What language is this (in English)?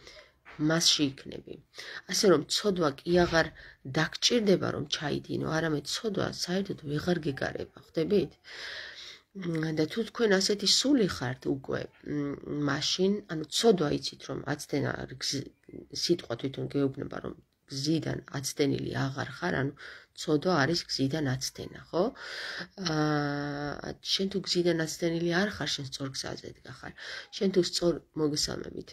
Georgian